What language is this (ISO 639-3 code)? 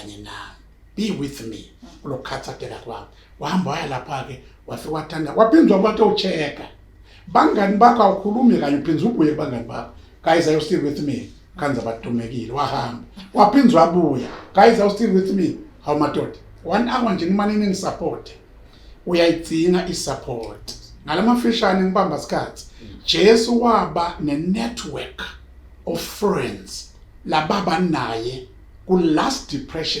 ssw